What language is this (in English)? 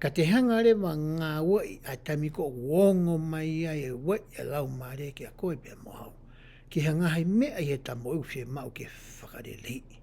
Tongan